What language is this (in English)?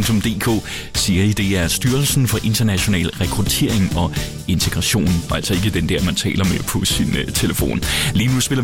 Danish